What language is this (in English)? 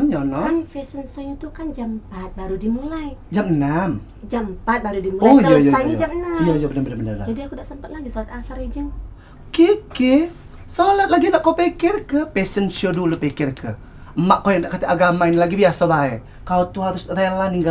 Musi